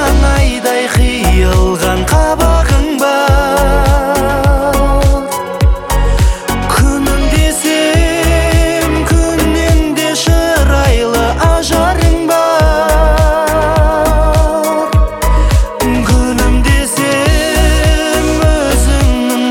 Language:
Kazakh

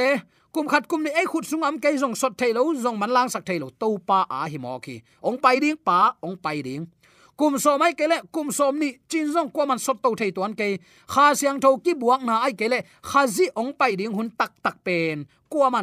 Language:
Tedim Chin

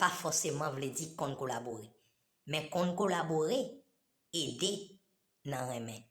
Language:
Haitian Creole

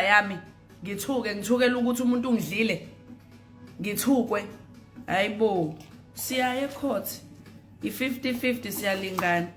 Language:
Zulu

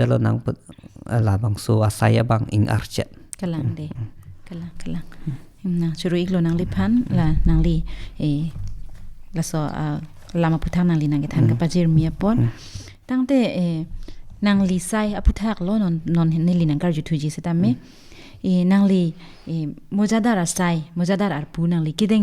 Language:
Karbi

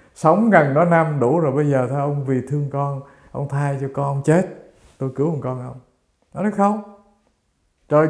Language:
Vietnamese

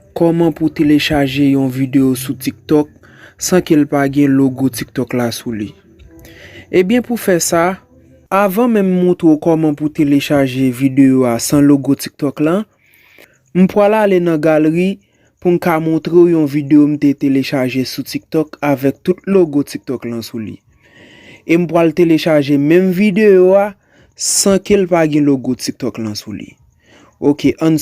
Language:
Haitian Creole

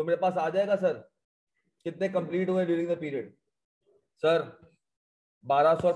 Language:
Hindi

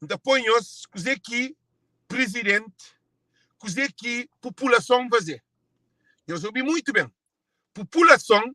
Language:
Kabuverdianu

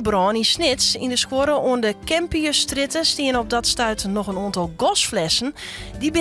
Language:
Western Frisian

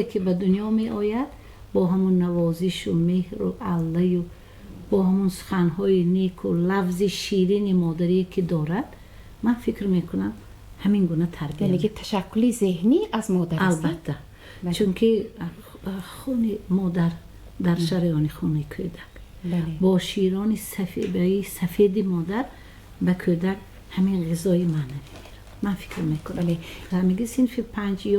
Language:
Tajik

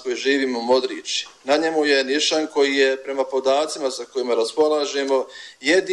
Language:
Bosnian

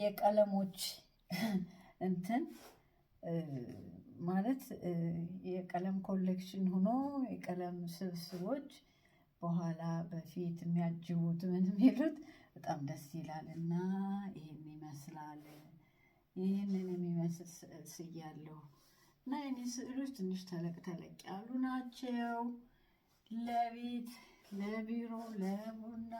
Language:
Amharic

